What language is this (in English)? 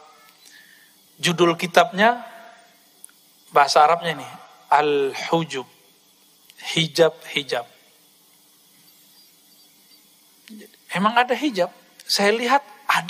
Indonesian